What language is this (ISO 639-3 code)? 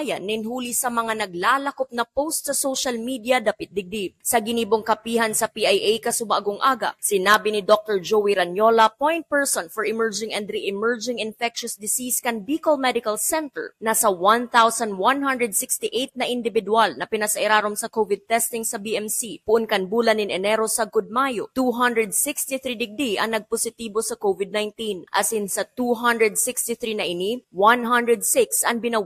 bik